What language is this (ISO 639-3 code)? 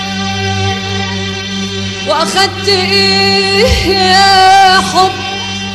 arz